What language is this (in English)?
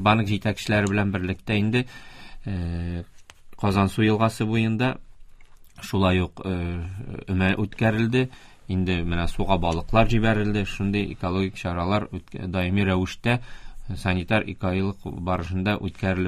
Tatar